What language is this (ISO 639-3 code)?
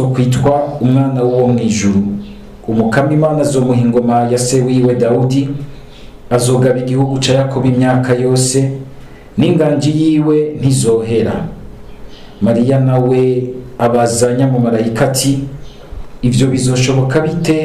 run